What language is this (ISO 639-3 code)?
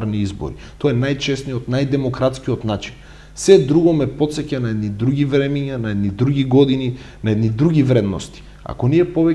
mkd